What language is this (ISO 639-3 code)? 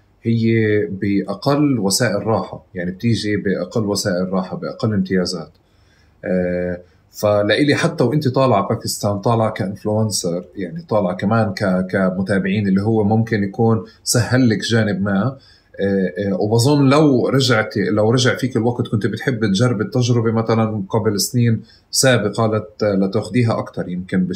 apc